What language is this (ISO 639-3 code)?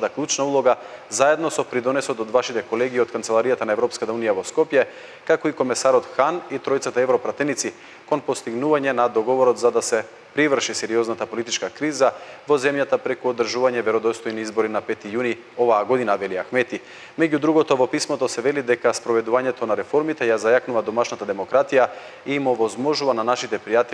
mkd